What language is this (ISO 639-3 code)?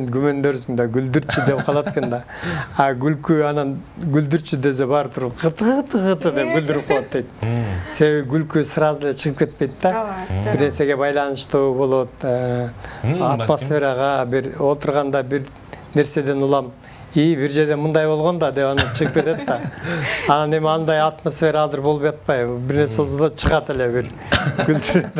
kir